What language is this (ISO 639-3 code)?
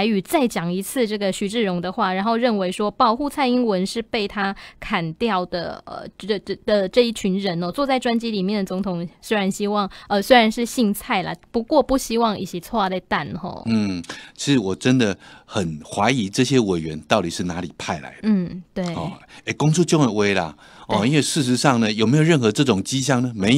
zho